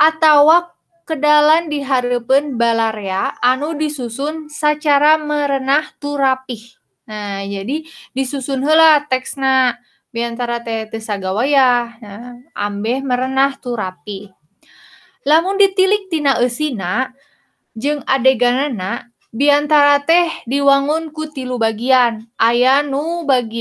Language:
Sundanese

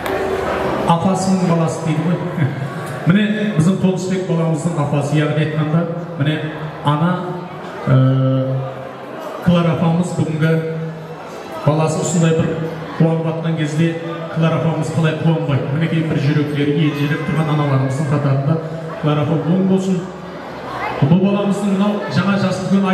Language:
Kazakh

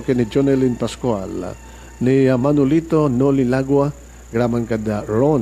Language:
Iloko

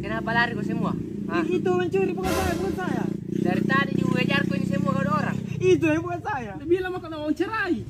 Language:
Makassar Malay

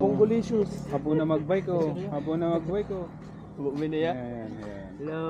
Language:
Bikol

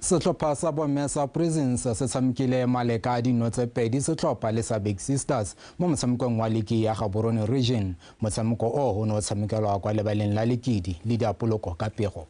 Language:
Tswana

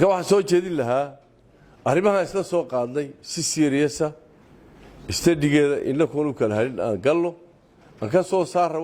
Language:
Somali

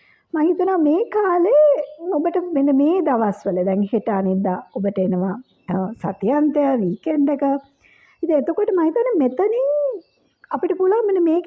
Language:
Sinhala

